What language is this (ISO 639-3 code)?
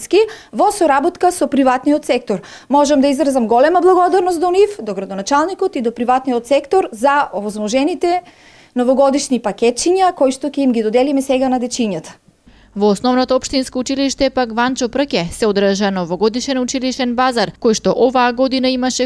mkd